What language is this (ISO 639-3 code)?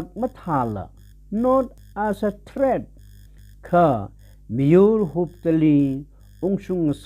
nmf